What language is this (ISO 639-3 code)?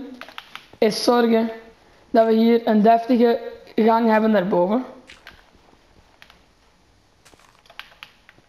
nld